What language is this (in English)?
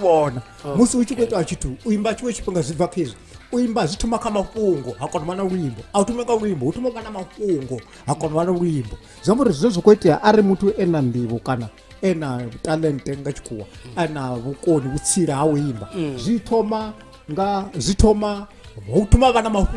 Venda